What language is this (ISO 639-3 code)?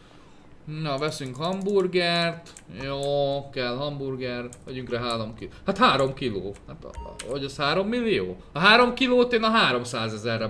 hun